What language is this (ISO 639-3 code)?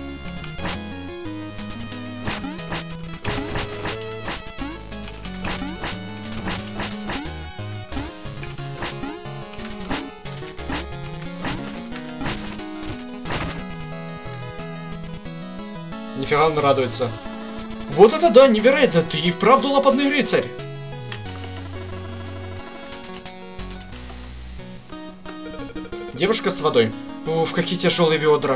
rus